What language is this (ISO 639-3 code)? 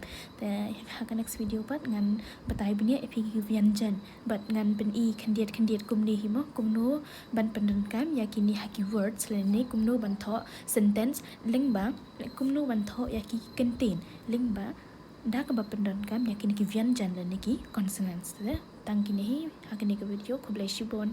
kha